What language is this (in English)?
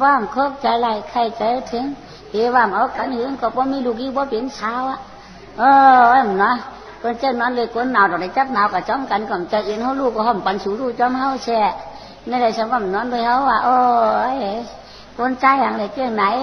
Shan